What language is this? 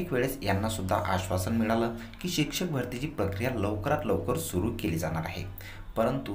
Marathi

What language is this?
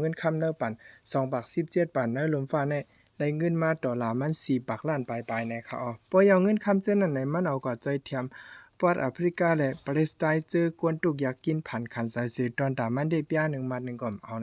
Shan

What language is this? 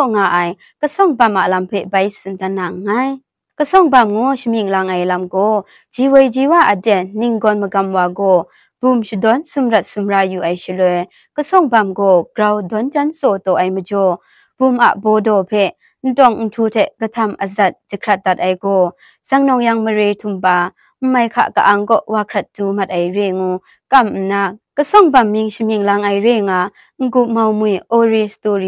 Kachin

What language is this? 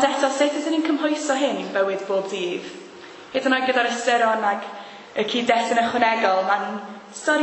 Welsh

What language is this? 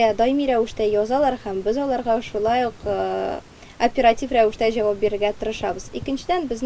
Tatar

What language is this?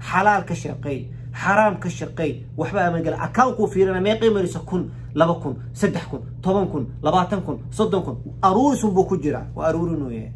Somali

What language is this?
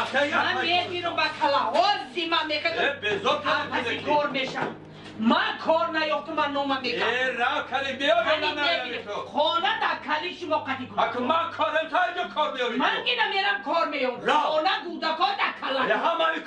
Tajik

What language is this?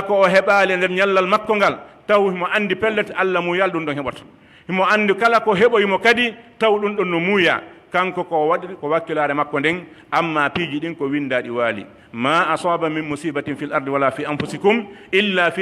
Pular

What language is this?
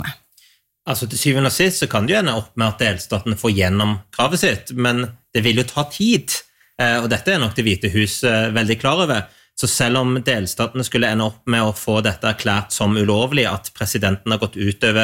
Norwegian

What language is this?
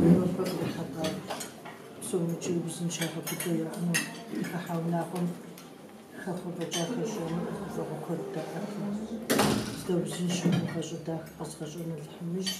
Kabardian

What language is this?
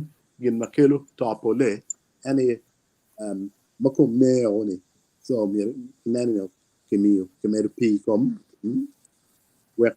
Acoli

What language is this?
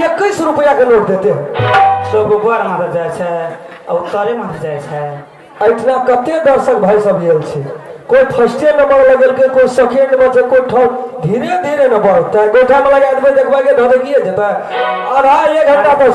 Maithili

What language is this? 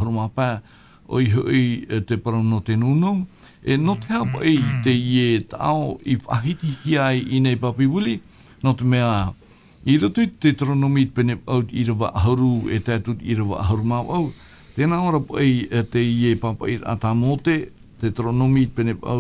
Tahitian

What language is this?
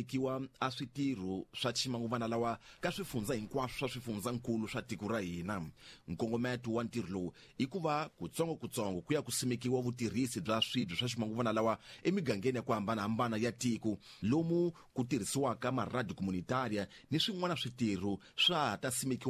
Tsonga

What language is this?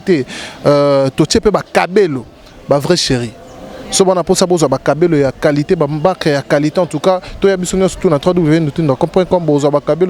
Lingala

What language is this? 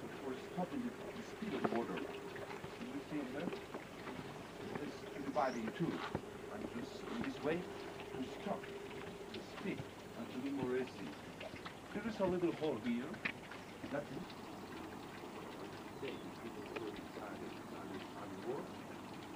Hebrew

